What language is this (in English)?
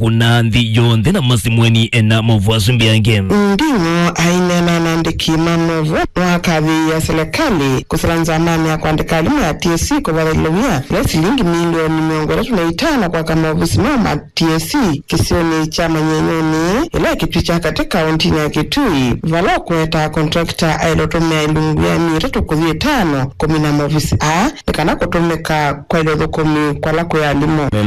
Kamba